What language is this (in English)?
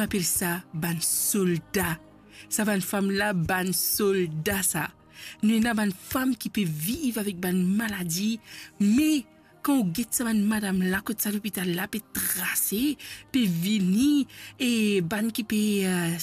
Morisyen